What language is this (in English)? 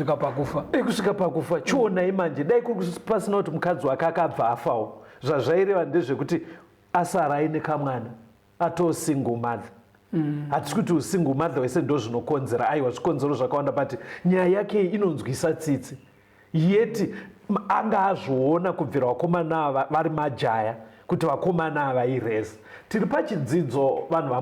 Shona